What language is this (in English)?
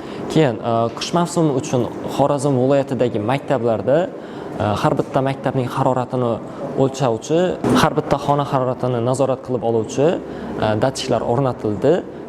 Uzbek